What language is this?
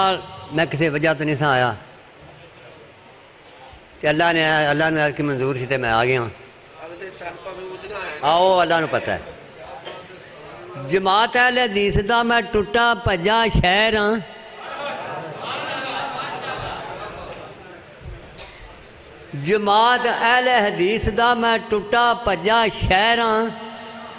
Western Panjabi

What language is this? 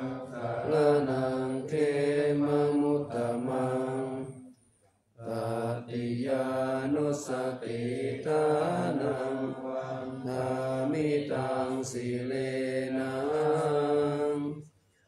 Pali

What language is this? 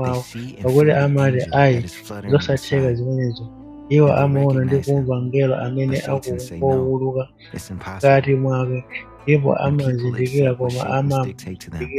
Nyanja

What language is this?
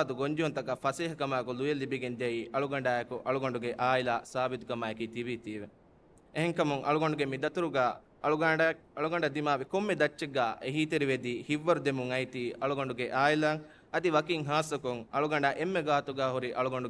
Divehi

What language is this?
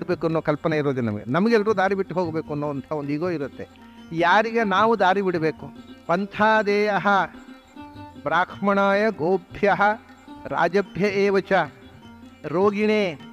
Kannada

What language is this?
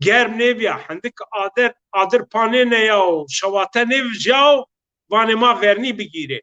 Zaza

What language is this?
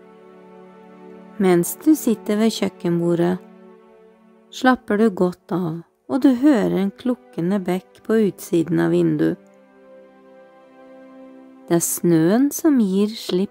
Norwegian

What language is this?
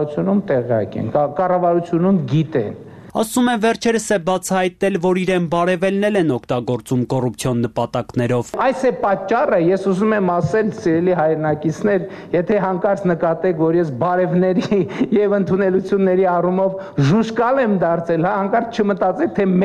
Armenian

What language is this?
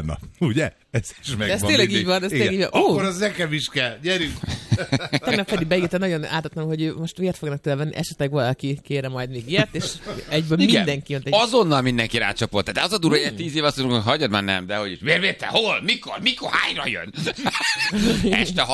Hungarian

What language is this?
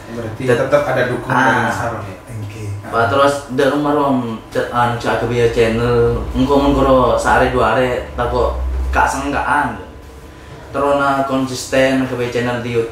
Madurese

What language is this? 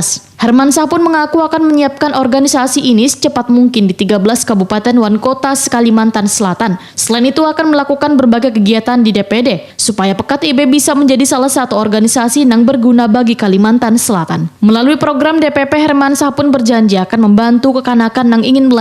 Banjar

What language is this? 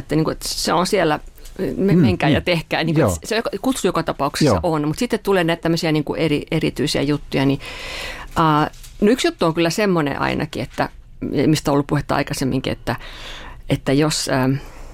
Finnish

